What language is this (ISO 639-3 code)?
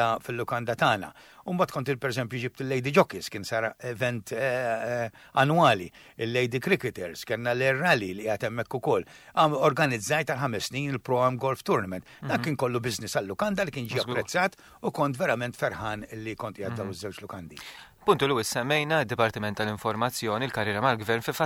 mlt